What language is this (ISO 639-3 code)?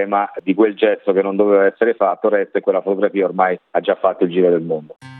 ita